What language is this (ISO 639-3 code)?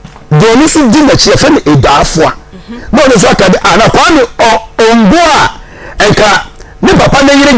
aka